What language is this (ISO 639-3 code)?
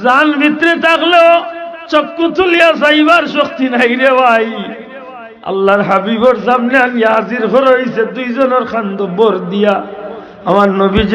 syl